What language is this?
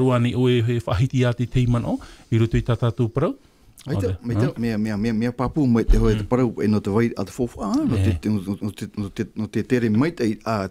Tahitian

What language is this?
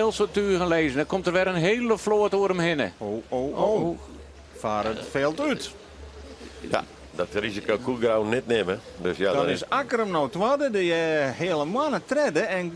Western Frisian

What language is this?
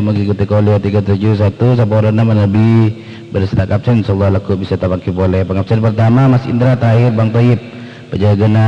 Madurese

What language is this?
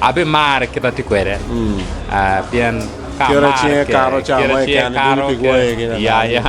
Acoli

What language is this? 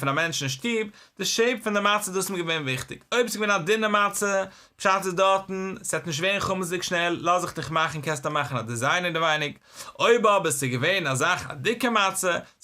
Yiddish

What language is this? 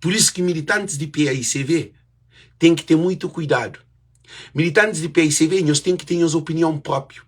Kabuverdianu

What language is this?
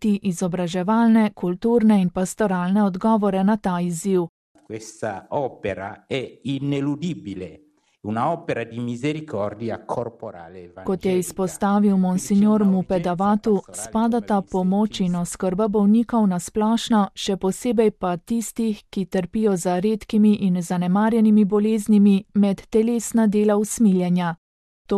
Slovenian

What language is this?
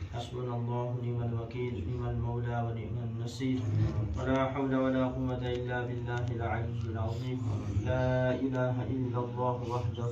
Pahari-Potwari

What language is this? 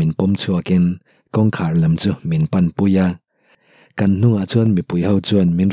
Mizo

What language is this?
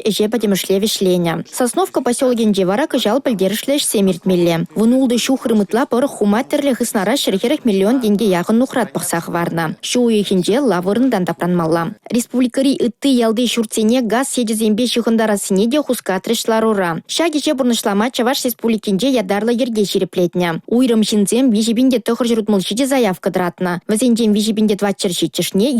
Chuvash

